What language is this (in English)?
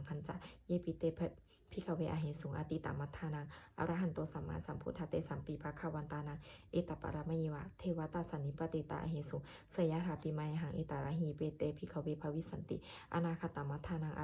Pali